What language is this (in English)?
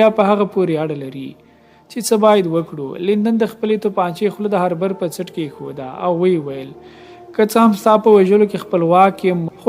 Pashto